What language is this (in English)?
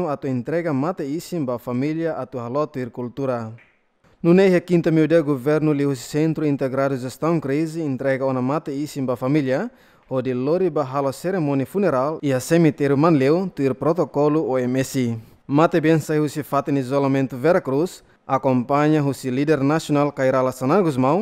Tetum